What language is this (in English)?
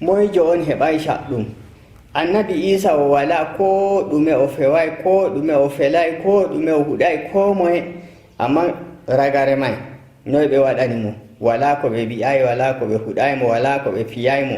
Nigerian Fulfulde